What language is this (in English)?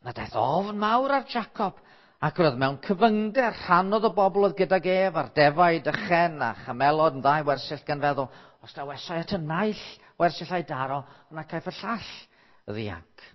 Welsh